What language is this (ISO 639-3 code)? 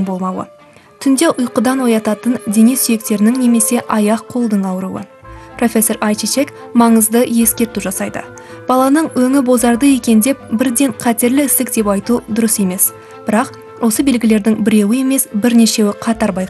kaz